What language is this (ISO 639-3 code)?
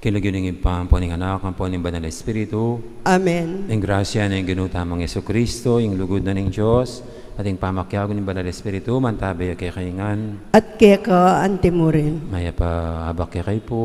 pam